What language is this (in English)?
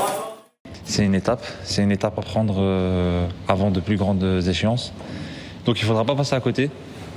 French